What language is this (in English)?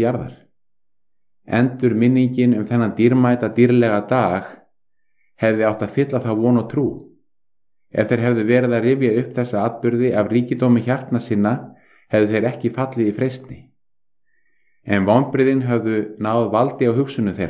Icelandic